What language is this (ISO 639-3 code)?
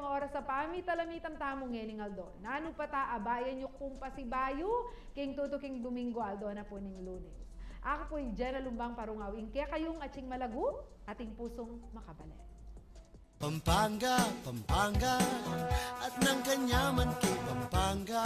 pam